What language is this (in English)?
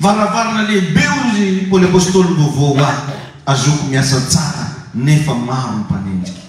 Malagasy